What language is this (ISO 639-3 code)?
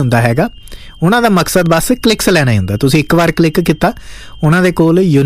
pan